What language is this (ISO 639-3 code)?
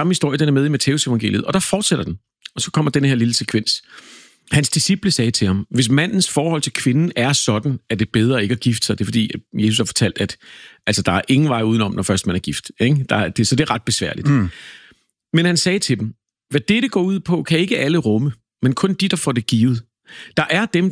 dan